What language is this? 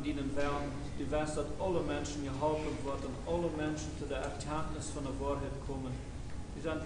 Plautdietsch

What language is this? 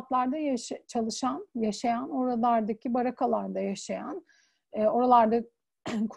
Turkish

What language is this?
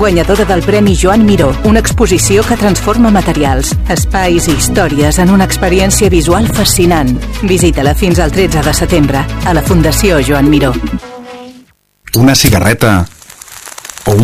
Catalan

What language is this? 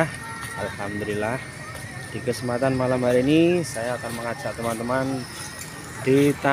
Indonesian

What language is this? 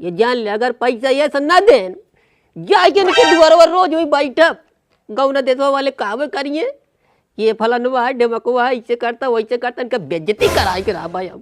Awadhi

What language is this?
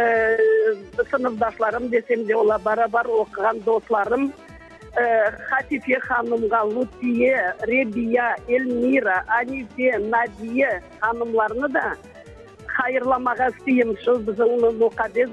Crimean Tatar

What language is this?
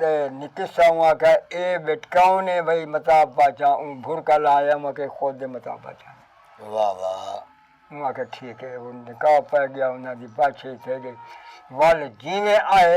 Saraiki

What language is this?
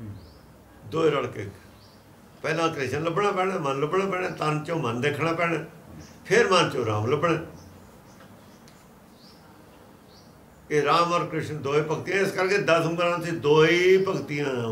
Punjabi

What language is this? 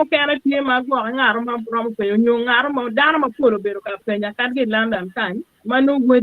Acoli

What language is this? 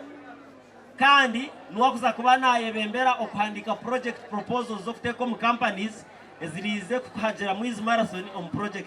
Nyankole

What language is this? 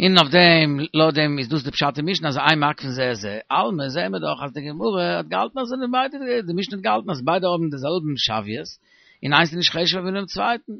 Yiddish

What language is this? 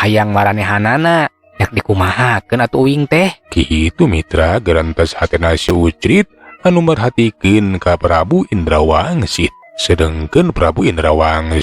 Sundanese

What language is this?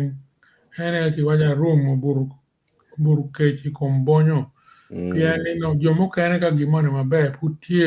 Acoli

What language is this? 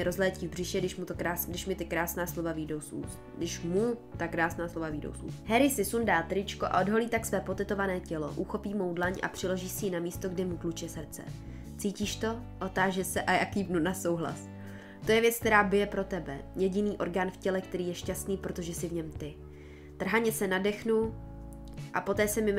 Czech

